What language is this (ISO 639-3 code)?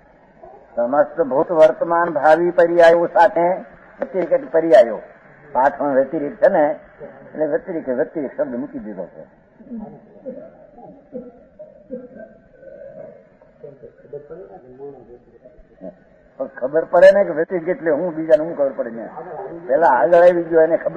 guj